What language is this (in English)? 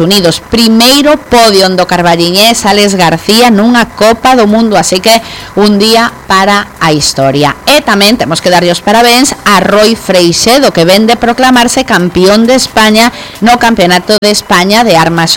Galician